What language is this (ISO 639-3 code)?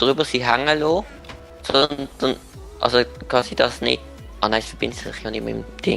gsw